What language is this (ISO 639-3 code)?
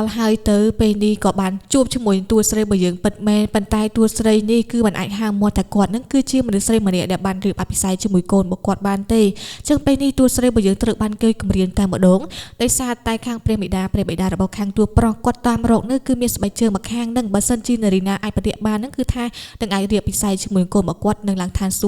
khm